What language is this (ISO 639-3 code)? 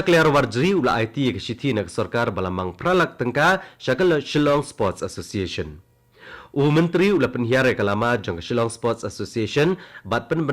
kha